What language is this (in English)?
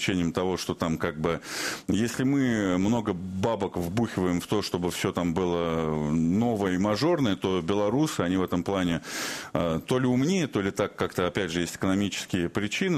Russian